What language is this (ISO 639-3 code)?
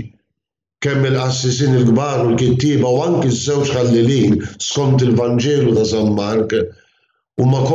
mlt